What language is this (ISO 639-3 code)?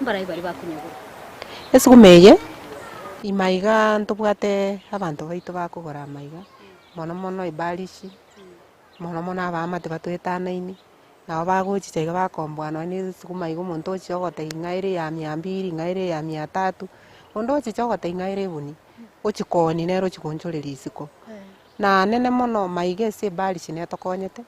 guz